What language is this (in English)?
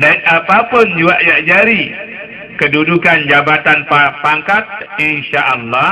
Sasak